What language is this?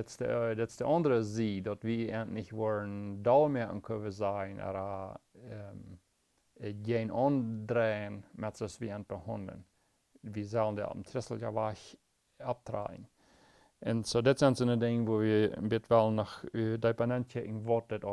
Plautdietsch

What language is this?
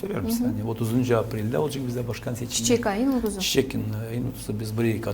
Gagauz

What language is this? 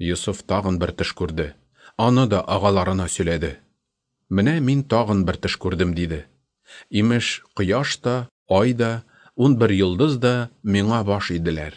Tatar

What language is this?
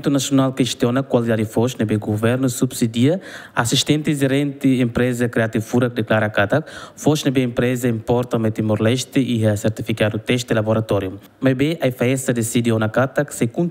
Tetum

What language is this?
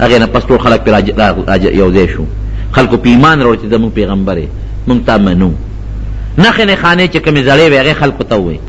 Pashto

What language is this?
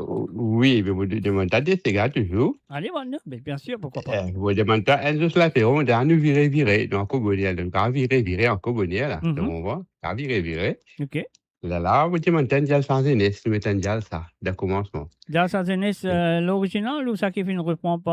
Morisyen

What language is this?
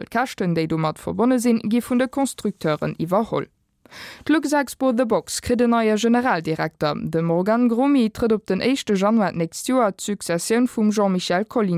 Luxembourgish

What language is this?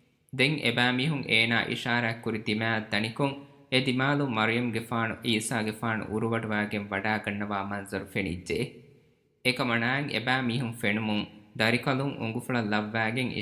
Divehi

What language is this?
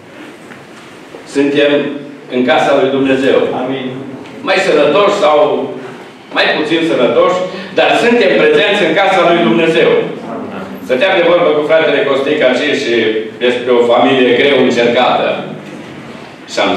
Romanian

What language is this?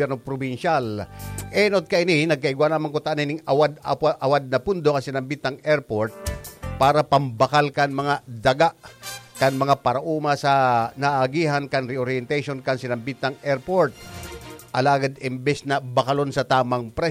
Bikol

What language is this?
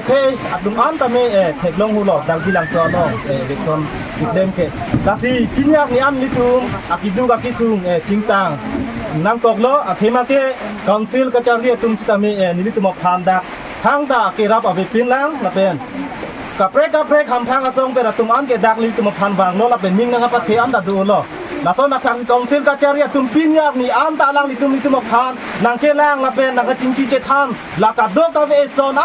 Karbi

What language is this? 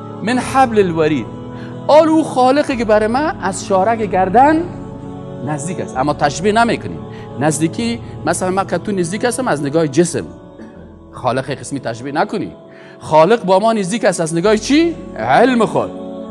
Persian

